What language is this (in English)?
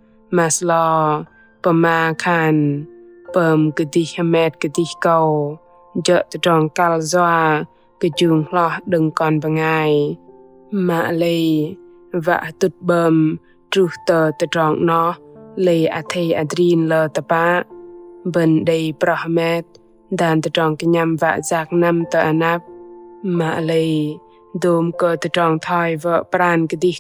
Bahnar